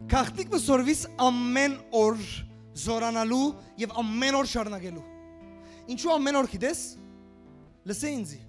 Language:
Western Armenian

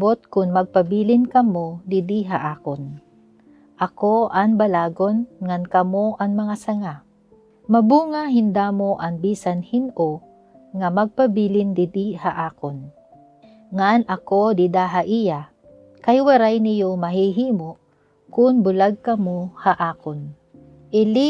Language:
Waray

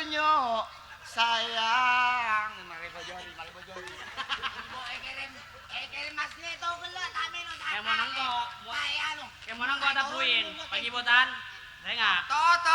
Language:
Madurese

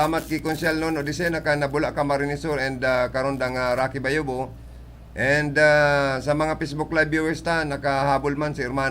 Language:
Bikol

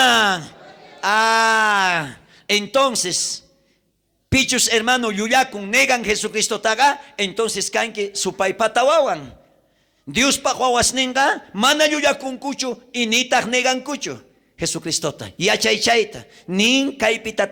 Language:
South Bolivian Quechua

